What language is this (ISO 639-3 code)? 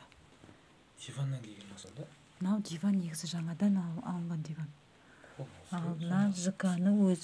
kaz